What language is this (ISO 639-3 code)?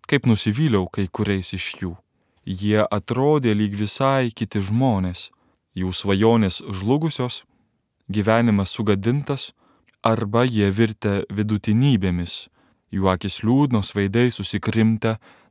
lit